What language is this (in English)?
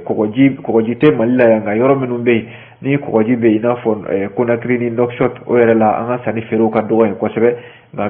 Bambara